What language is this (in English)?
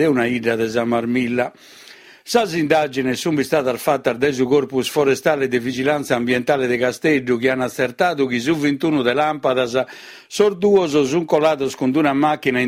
Sardinian